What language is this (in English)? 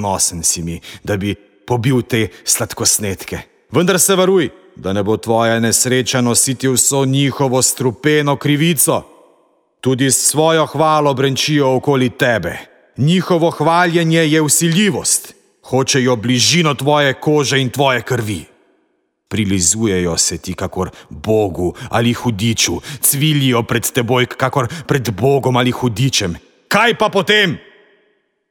Slovenian